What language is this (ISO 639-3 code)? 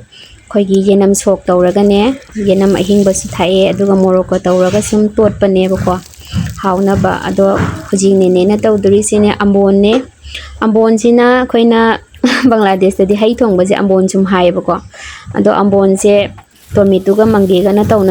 mni